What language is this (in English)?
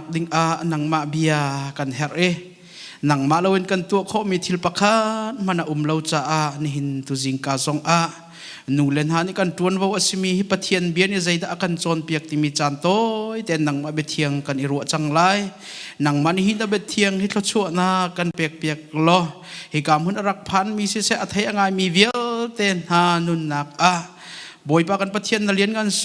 Hakha Chin